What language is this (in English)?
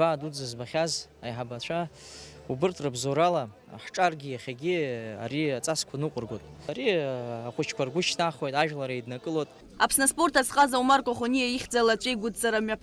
Abkhazian